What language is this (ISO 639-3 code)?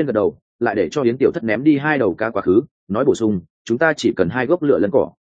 vie